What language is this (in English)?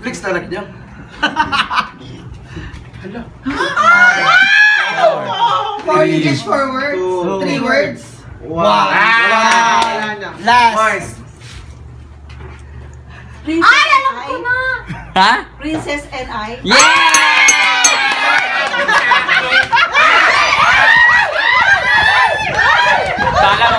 Filipino